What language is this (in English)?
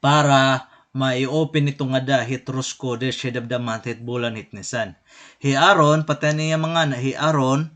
Waray